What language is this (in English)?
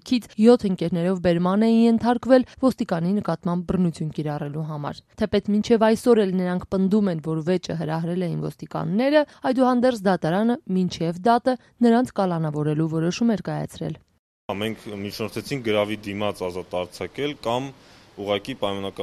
Armenian